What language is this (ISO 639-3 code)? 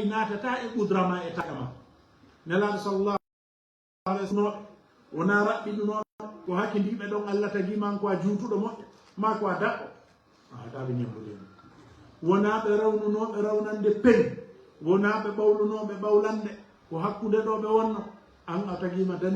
ful